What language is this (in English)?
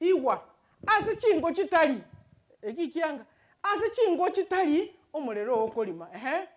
Gusii